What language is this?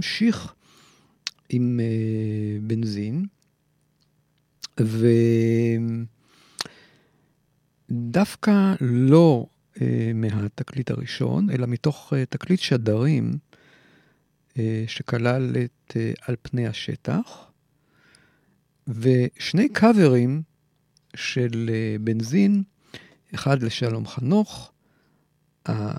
Hebrew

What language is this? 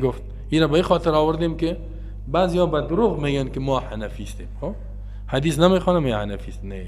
Persian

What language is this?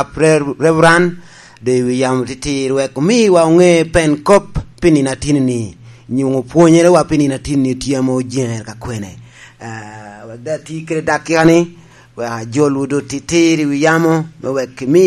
Lango (Uganda)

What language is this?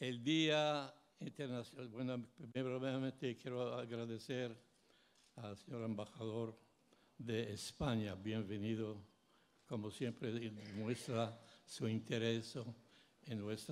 Ladino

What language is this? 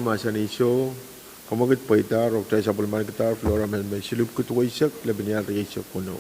Pohnpeian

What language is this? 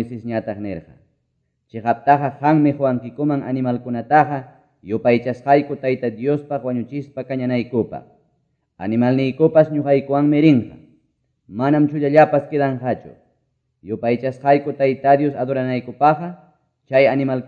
Quechua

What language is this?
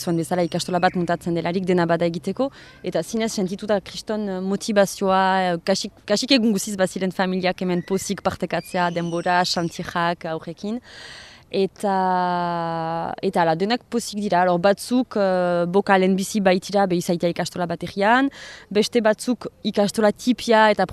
Basque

